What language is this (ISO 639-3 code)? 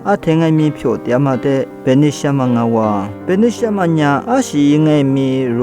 lis